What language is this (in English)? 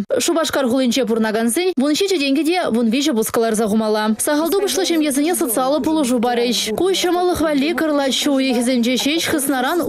Chuvash